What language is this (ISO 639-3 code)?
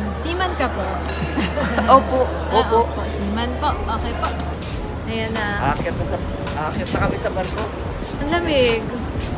fil